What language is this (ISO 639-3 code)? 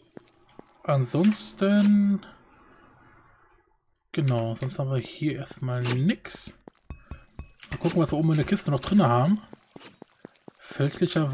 deu